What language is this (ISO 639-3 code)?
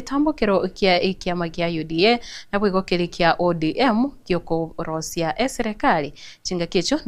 guz